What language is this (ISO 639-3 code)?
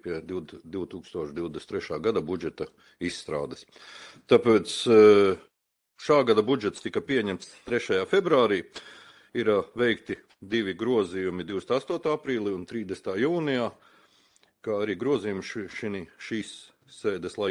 lav